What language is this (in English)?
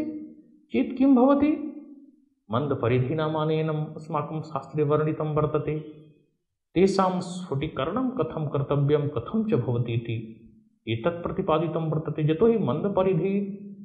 Sanskrit